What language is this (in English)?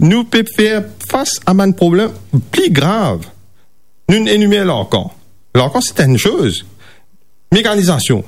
Morisyen